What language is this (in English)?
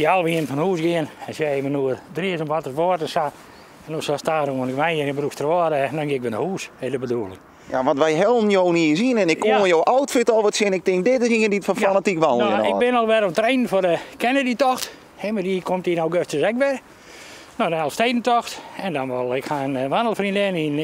Western Frisian